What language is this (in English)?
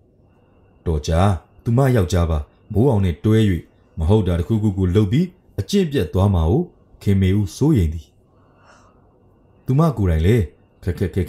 Burmese